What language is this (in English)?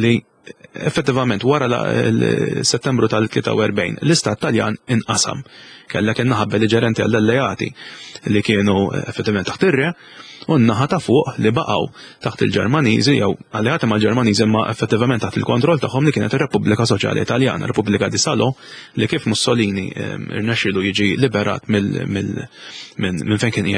Maltese